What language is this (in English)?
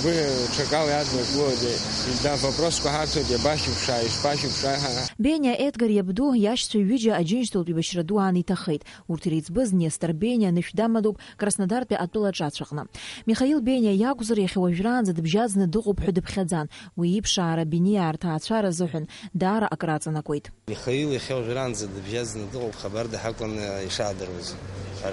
Abkhazian